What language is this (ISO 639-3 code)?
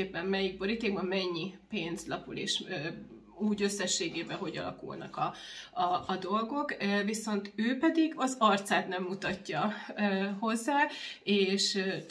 hun